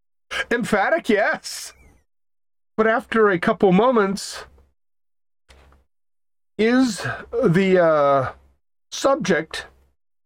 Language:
English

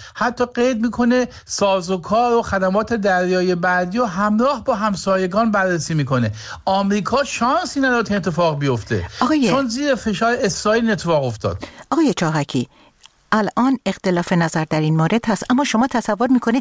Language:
Persian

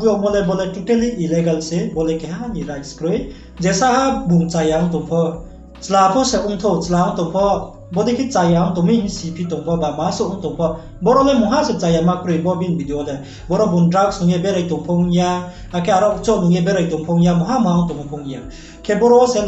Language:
Riang (India)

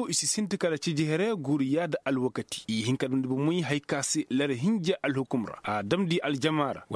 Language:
Koyraboro Senni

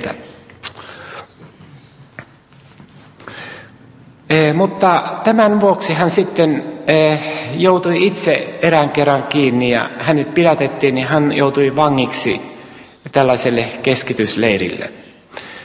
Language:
Finnish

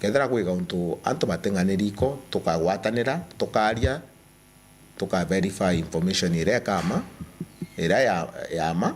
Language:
Meru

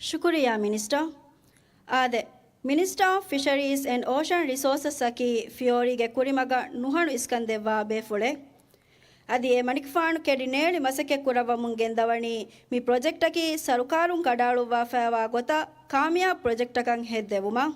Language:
Divehi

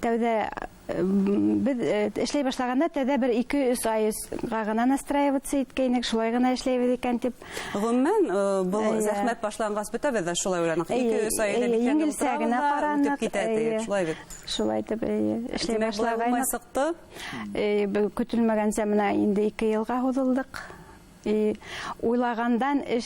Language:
Bashkir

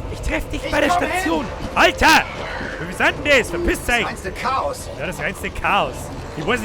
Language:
Bavarian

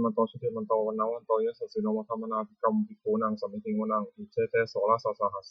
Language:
Pali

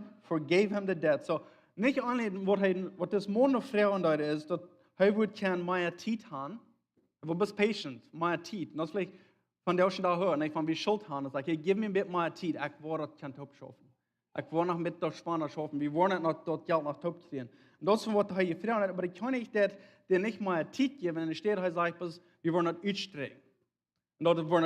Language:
Plautdietsch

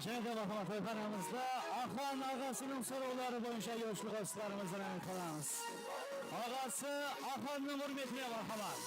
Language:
Kara-Kalpak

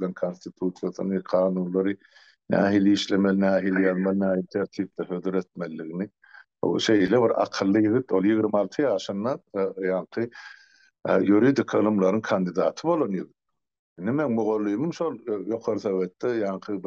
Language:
Turkmen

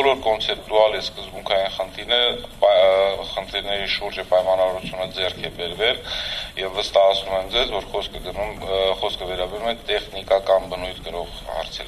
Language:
Armenian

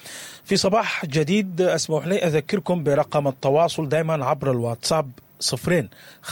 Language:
Sudanese Arabic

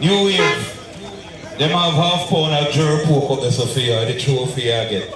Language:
Jamaican Creole English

